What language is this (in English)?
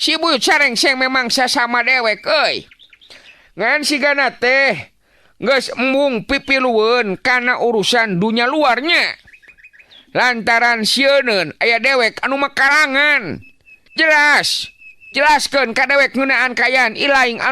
Sundanese